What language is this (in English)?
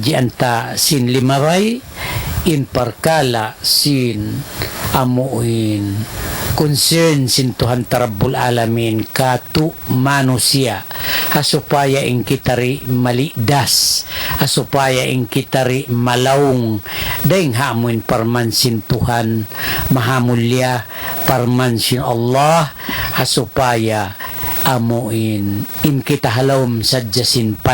Tausug